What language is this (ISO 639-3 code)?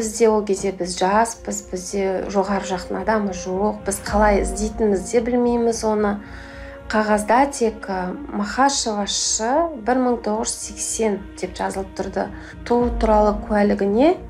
kaz